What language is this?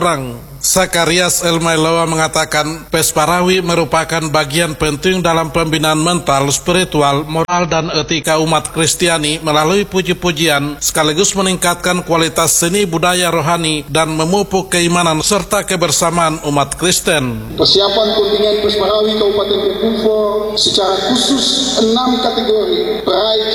Indonesian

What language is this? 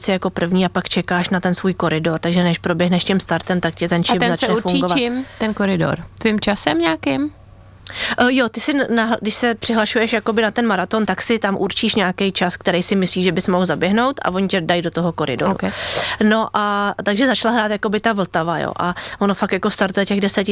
Czech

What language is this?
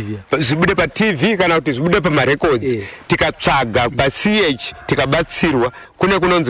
Shona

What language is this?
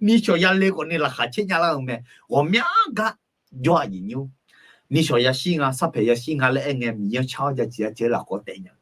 Akha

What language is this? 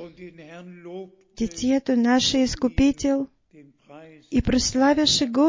Bulgarian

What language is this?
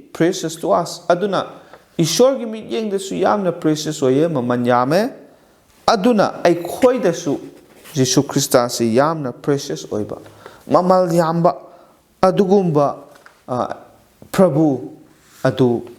Manipuri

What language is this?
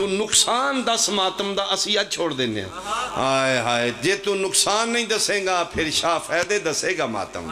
Pahari-Potwari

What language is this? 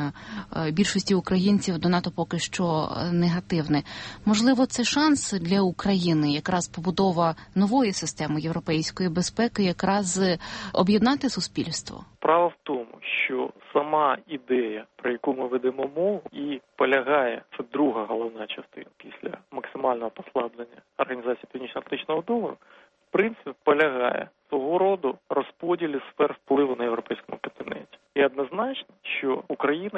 Ukrainian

